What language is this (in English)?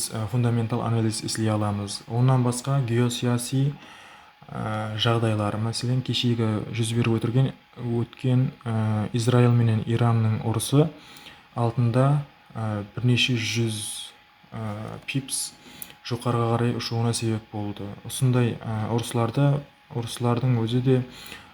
Kara-Kalpak